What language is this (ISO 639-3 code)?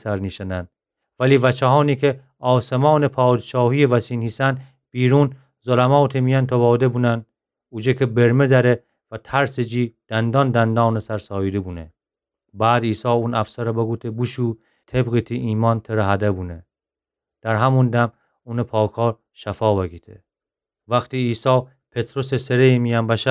glk